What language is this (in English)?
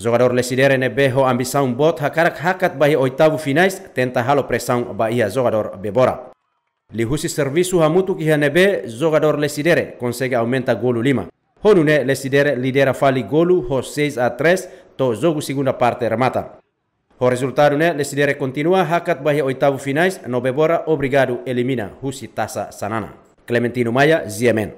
Tetum